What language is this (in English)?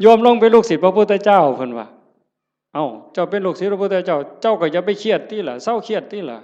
Northeastern Thai